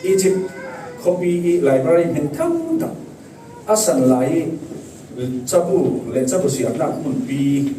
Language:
Falam Chin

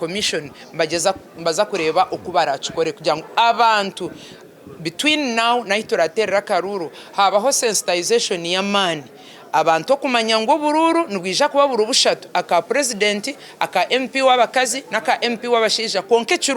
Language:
Nyankole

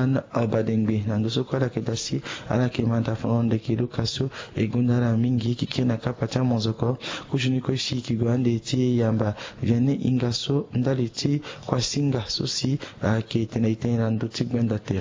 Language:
Sango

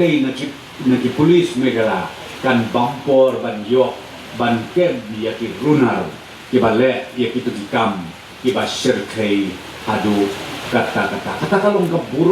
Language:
Khasi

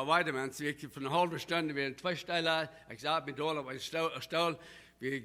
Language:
Plautdietsch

